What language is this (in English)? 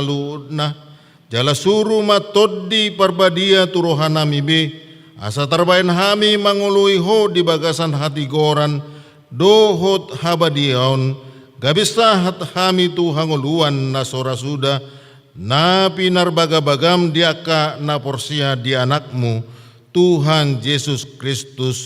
Batak Toba